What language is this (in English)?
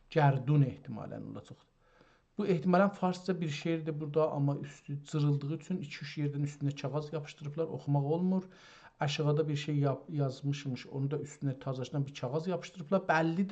South Azerbaijani